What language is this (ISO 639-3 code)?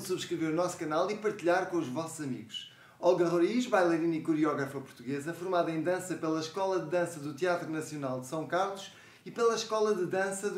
por